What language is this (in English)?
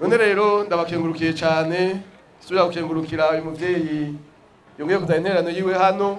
Rundi